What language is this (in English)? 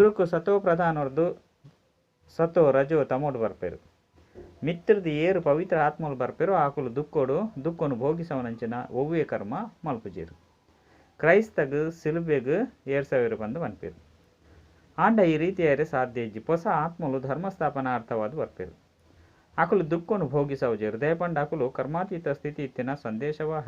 Tulu